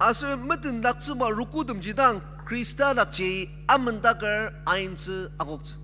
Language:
Ao Naga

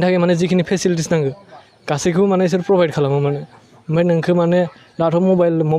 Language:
Bodo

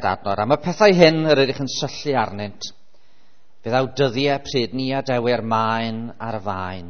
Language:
Welsh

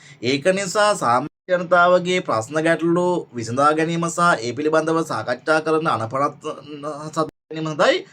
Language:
Sinhala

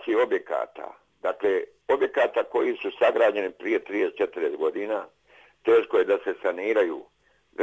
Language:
Bosnian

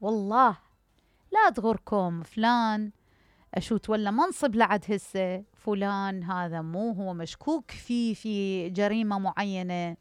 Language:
Mesopotamian Arabic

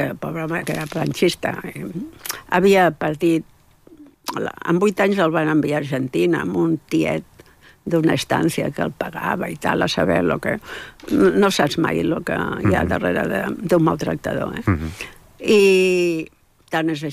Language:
Catalan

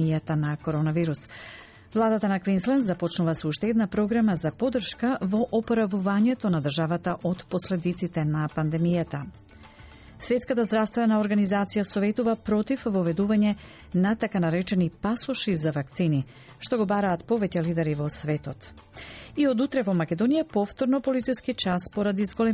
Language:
Macedonian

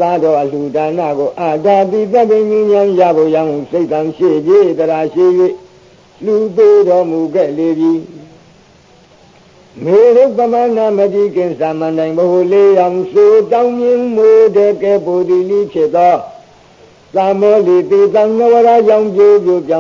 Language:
Burmese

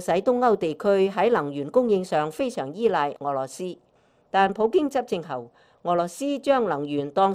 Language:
Cantonese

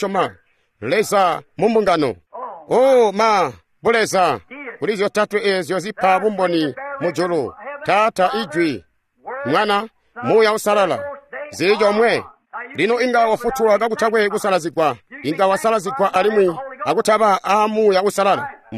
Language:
Tonga (Zambia)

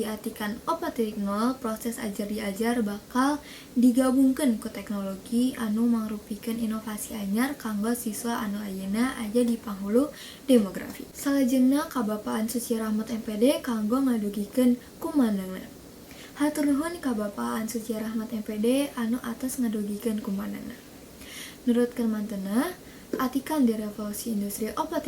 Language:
Sundanese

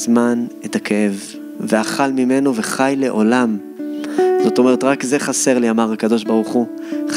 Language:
Hebrew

